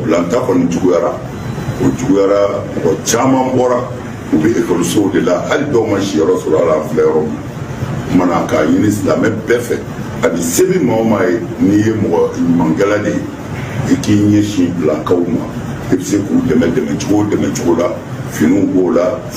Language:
Bambara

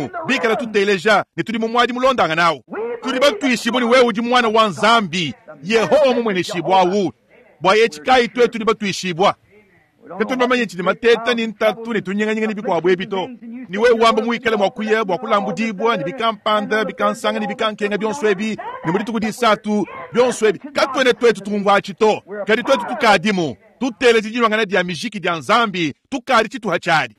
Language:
Luba-Lulua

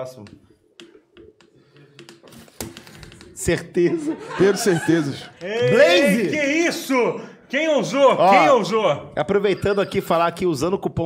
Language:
Portuguese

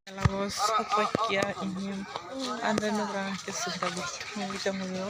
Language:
Kok Borok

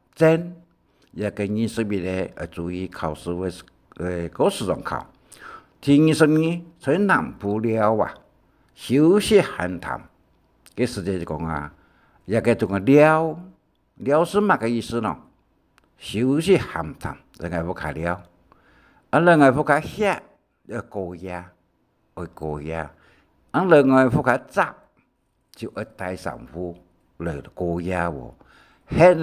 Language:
Hakka Chinese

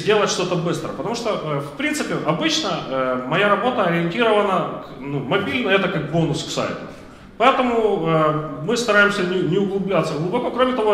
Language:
Russian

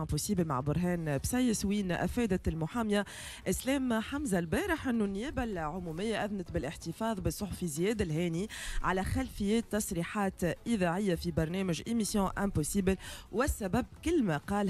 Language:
Tunisian Arabic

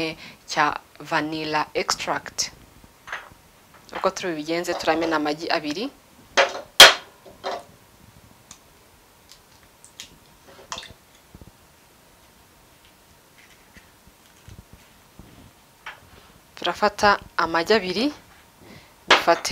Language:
Kinyarwanda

